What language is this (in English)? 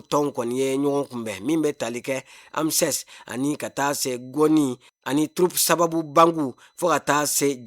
Bambara